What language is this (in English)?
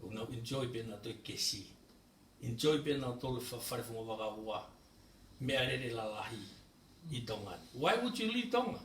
Tongan